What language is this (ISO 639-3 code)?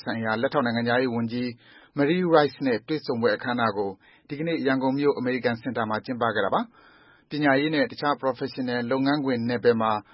mya